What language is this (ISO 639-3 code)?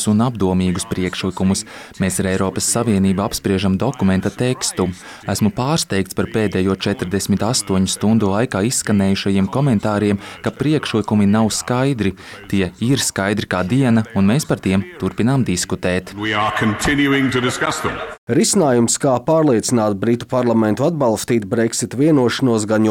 lav